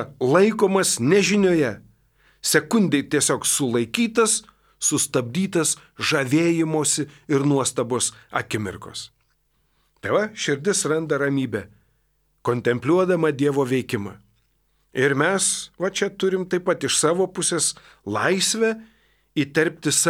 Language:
Lithuanian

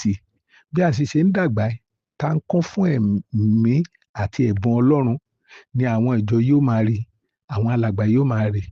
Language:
Yoruba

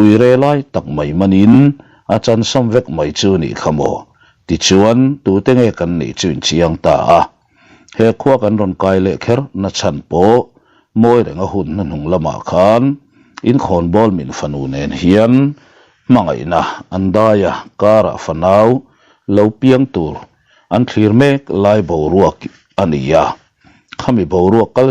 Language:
Mizo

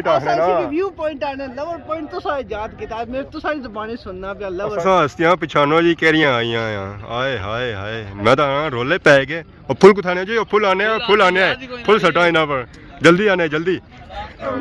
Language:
Pahari-Potwari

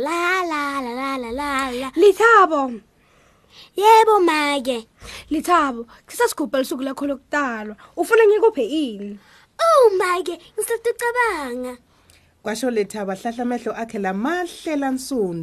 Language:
Swati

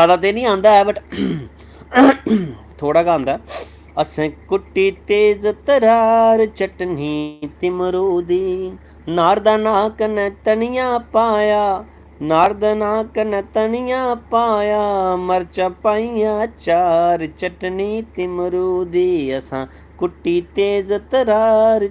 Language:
Dogri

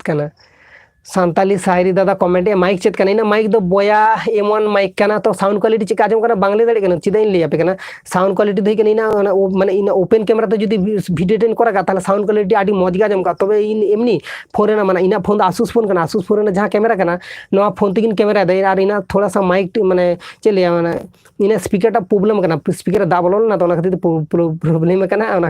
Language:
Santali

